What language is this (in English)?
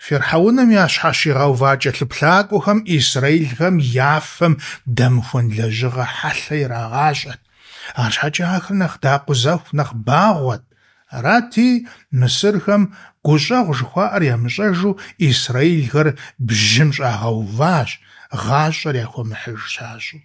Kabardian